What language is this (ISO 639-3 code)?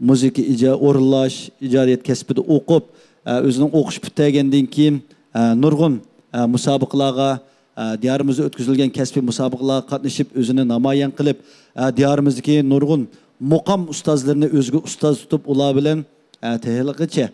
uig